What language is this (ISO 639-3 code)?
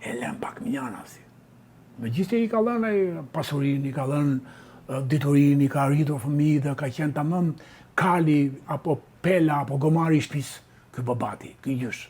sqi